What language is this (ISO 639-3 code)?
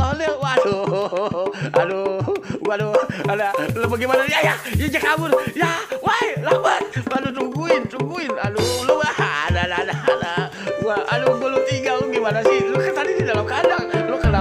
bew